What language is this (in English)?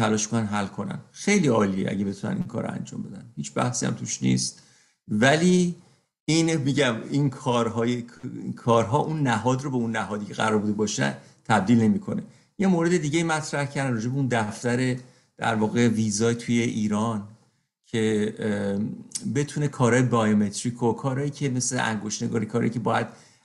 Persian